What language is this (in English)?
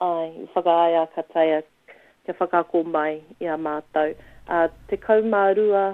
Māori